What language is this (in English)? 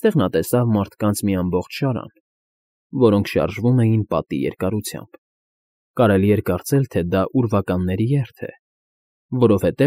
Armenian